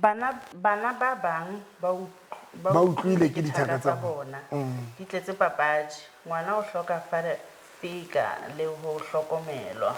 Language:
Southern Sotho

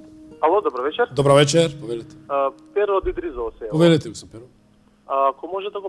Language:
Macedonian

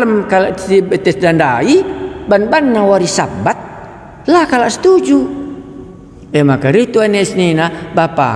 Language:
Batak Karo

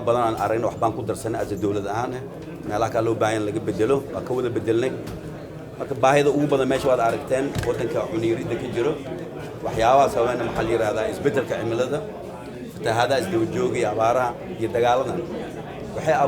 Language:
Somali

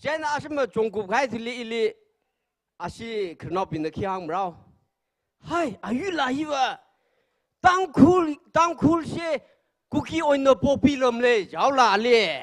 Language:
Tangkhul Naga (India)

